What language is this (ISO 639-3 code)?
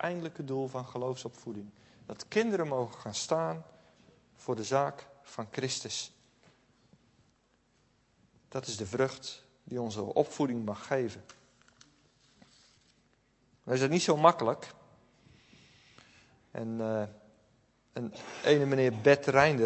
nld